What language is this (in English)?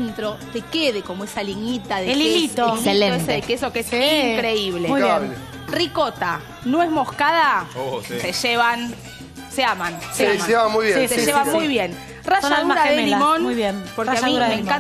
Spanish